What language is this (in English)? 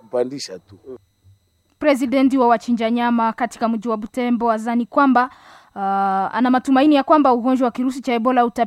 Swahili